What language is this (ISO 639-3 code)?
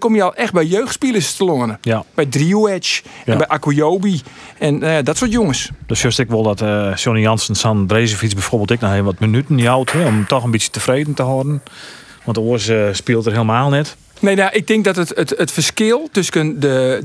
fry